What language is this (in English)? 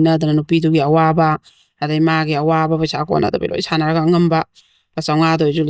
Manipuri